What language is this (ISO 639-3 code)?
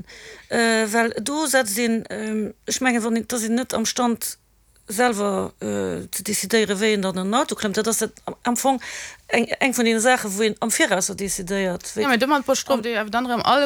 ltz